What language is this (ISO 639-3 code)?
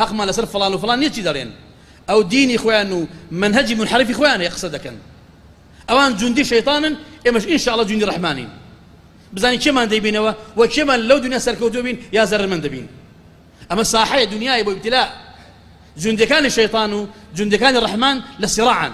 ckb